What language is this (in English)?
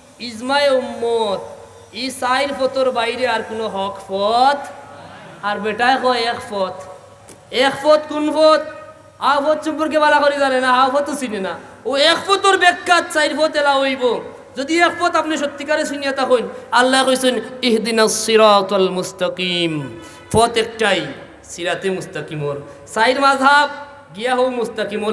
Sylheti